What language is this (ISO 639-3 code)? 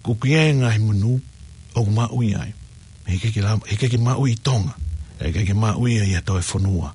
ton